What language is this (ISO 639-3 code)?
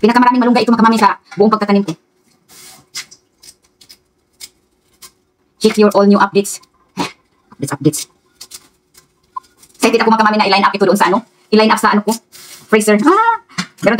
fil